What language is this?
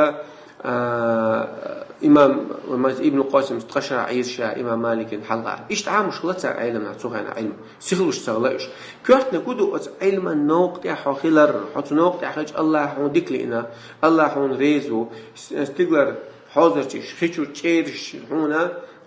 Chechen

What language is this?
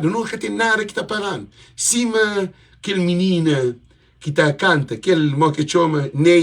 Kabuverdianu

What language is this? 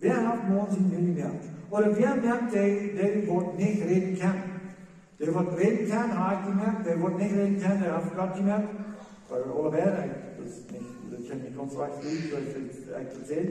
Plautdietsch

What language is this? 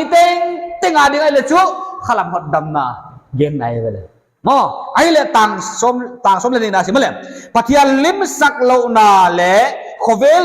Paite Chin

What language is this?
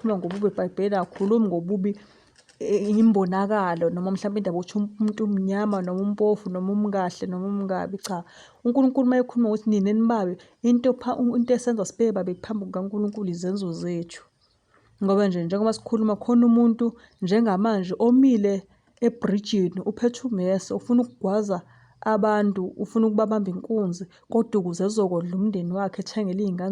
Zulu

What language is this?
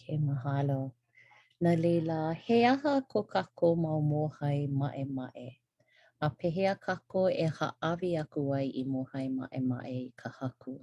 Hawaiian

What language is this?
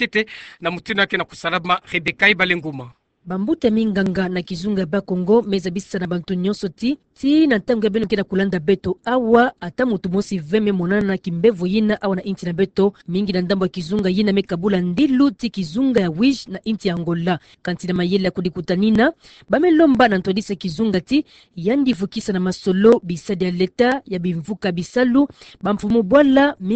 Kituba (Democratic Republic of Congo)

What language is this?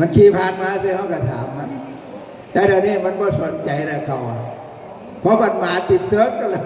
Northeastern Thai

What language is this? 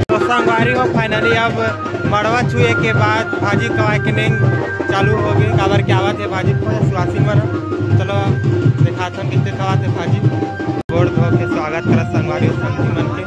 Chhattisgarhi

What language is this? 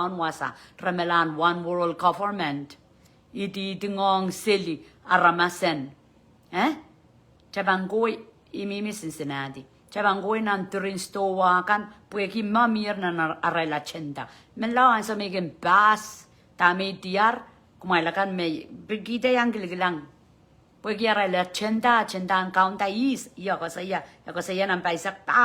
Pohnpeian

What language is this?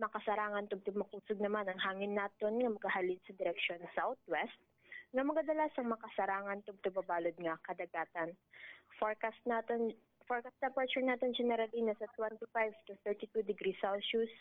Hiligaynon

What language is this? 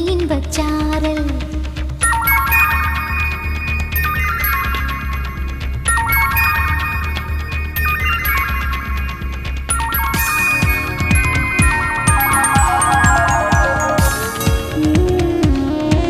Tamil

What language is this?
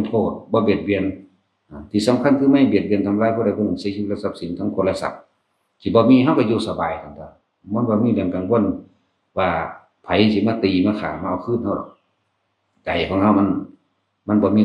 Northeastern Thai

